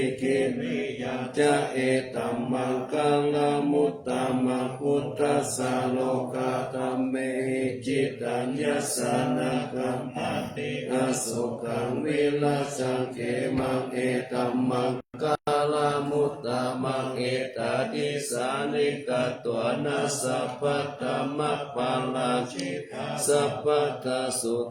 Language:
Pali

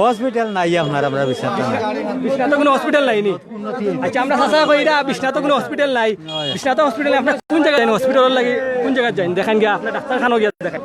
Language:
Sylheti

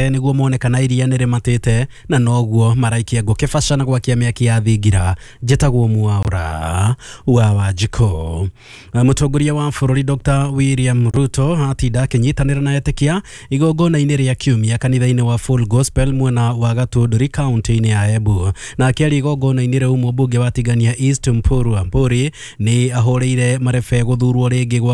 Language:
Kikuyu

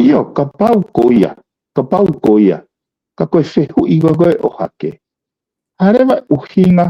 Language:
Tongan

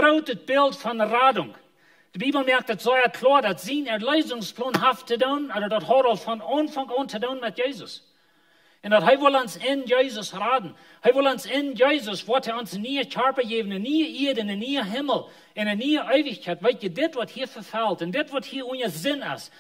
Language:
Plautdietsch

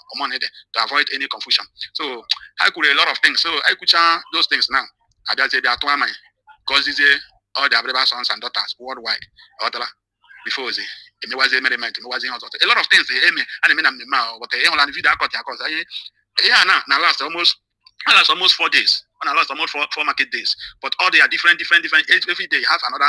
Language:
Igbo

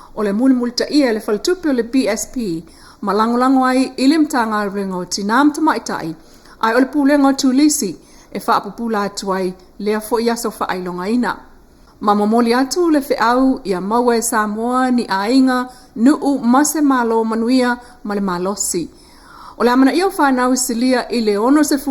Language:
Samoan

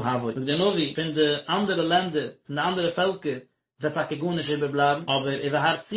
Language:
Yiddish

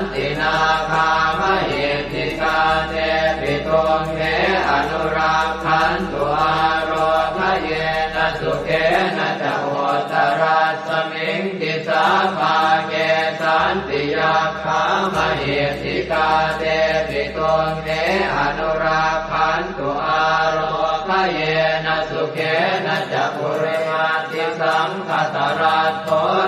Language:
Pali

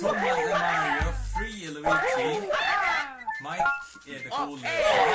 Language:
Faroese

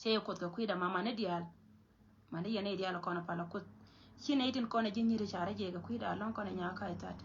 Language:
Nuer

